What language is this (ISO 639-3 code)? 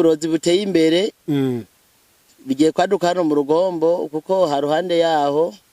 run